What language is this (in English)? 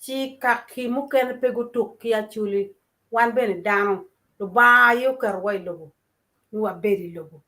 Acoli